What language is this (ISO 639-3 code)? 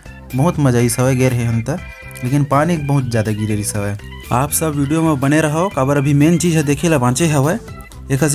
hne